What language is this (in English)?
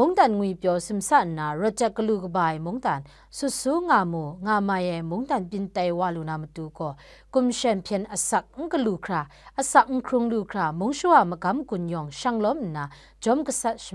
Kachin